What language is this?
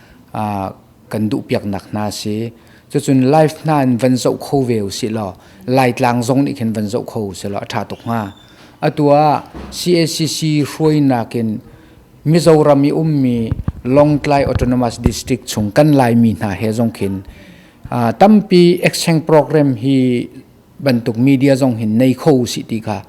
Hakha Chin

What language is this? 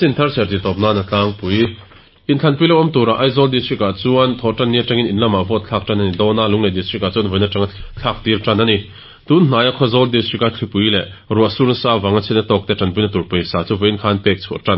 Mizo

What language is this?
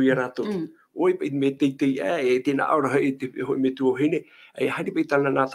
Tahitian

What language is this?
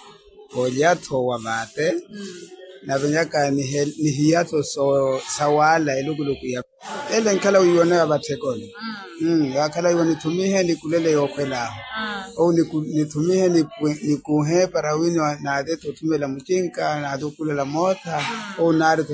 Makhuwa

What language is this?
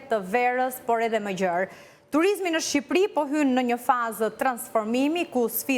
Albanian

